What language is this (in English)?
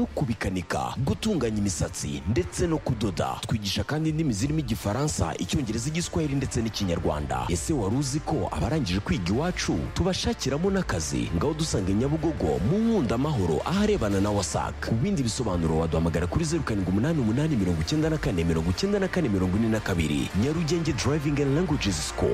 Kinyarwanda